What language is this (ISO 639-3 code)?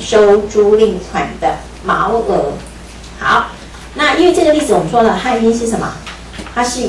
zho